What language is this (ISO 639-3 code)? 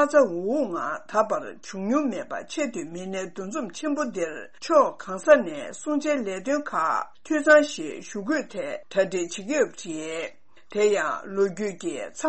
bod